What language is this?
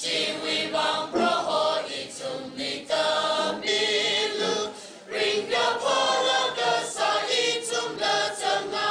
Tangkhul Naga (India)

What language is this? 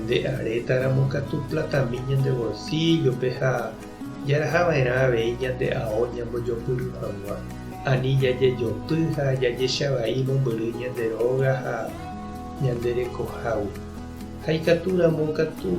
Guarani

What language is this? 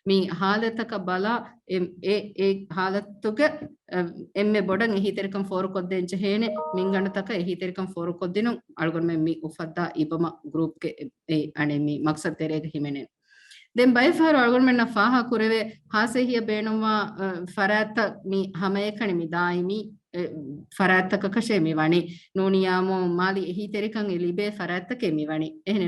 Divehi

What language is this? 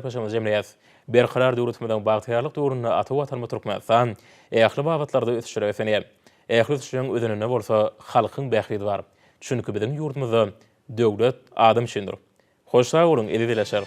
Turkmen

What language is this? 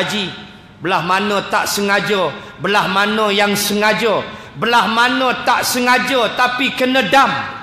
Malay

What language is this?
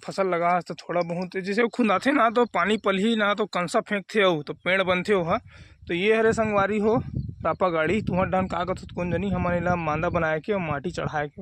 Chhattisgarhi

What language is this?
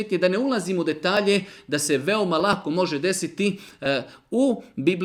Bosnian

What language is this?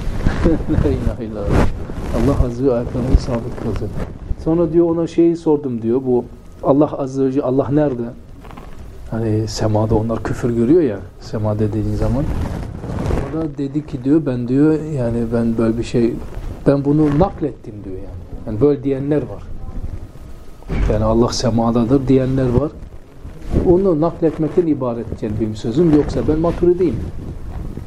Turkish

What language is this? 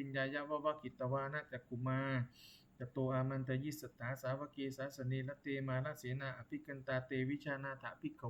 Pali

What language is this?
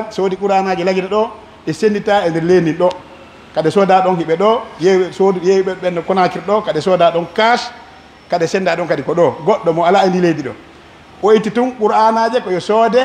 Pular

